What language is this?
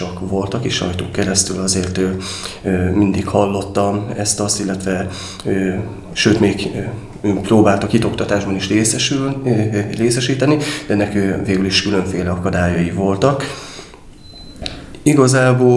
Hungarian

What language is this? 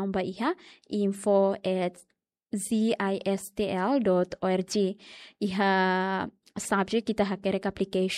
Tetum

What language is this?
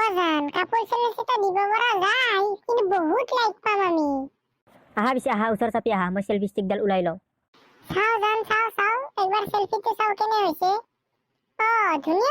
Assamese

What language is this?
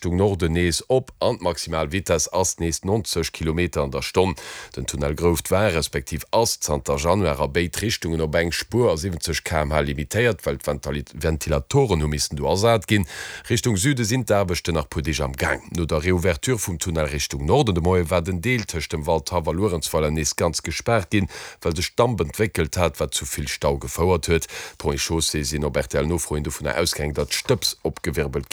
Luxembourgish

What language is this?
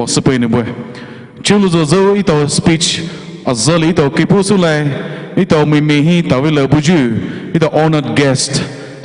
Poumei Naga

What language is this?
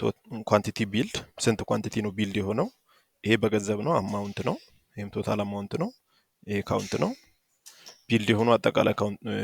Amharic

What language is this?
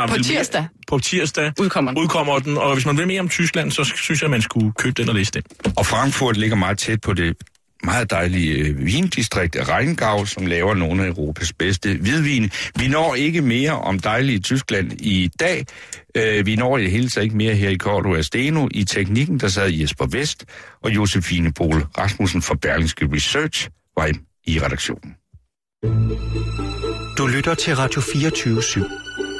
Danish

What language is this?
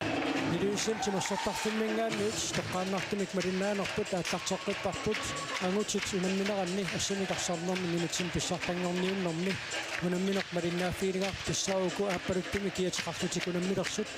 Kalaallisut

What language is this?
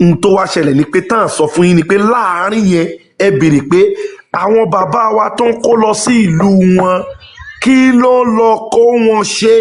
Yoruba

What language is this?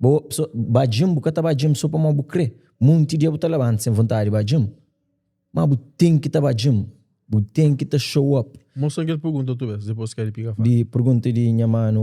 Kabuverdianu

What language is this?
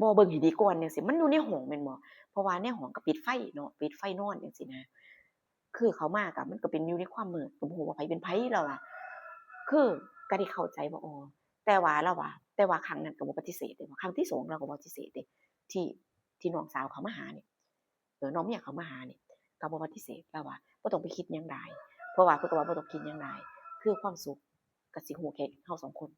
Northeastern Thai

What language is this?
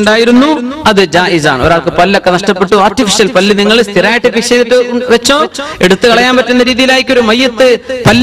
Malayalam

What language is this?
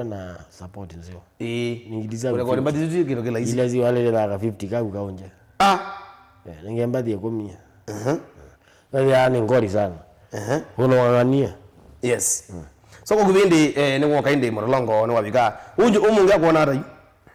Kamba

